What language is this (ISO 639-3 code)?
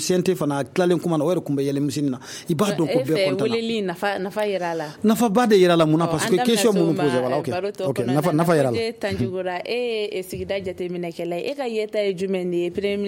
bam